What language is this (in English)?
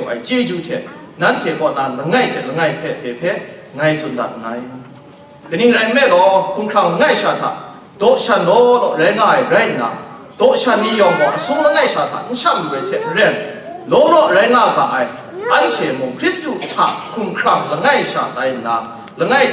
Kachin